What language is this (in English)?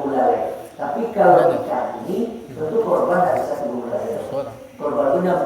Minangkabau